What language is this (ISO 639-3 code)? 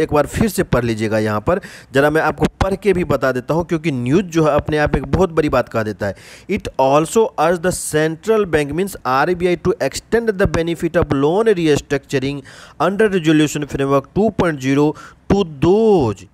hin